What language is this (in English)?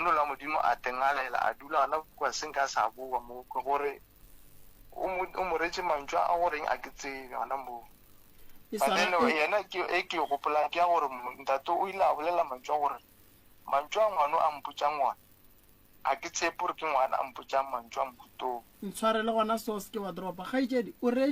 Northern Sotho